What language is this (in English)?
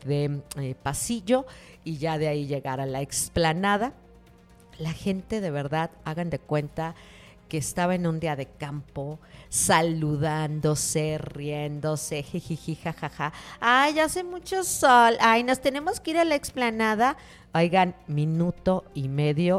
Spanish